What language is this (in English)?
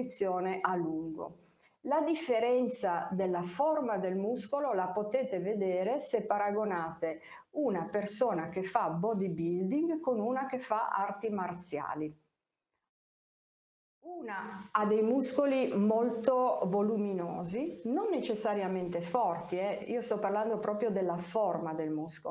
Italian